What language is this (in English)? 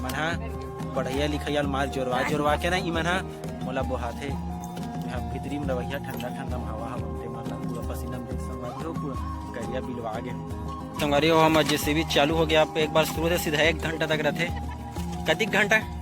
Chhattisgarhi